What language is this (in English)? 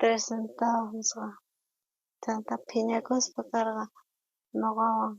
South Bolivian Quechua